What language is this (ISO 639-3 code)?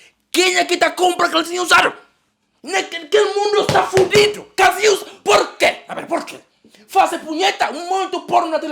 kea